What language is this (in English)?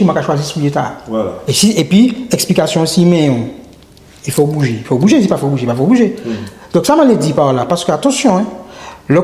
Guadeloupean Creole French